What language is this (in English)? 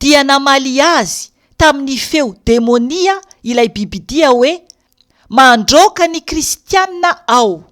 Malagasy